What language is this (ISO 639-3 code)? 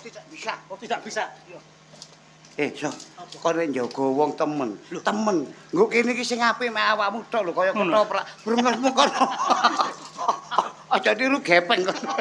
jav